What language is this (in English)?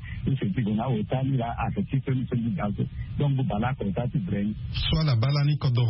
Sango